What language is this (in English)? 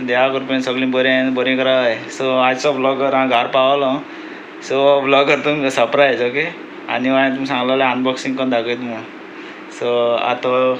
Konkani